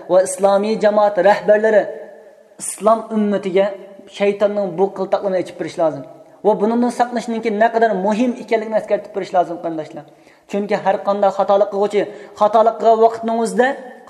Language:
Uyghur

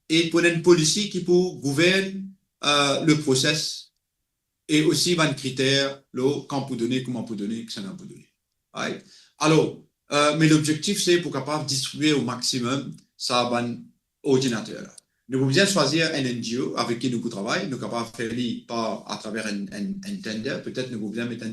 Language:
Morisyen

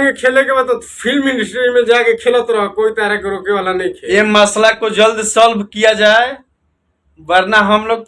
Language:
Bhojpuri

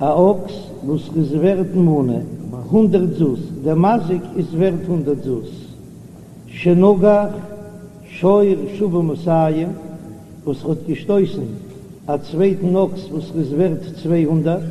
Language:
Yiddish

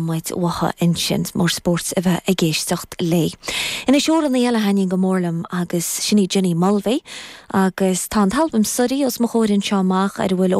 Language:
Irish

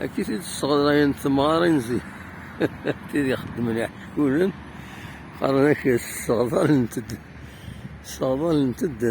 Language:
Kabyle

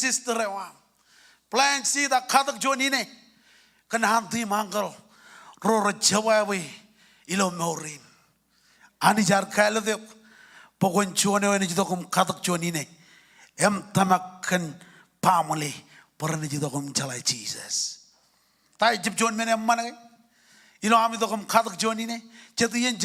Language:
Marshallese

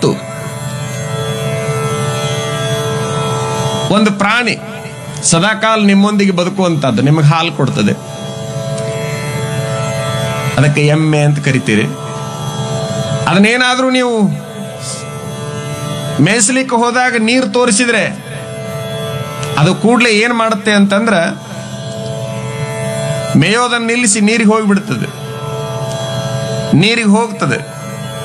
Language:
Kannada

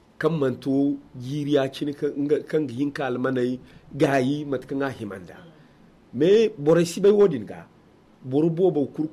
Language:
Zarma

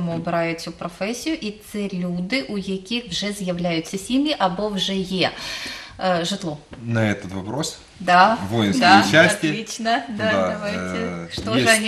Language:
Russian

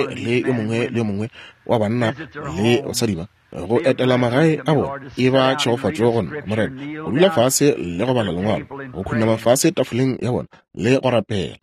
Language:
Northern Sotho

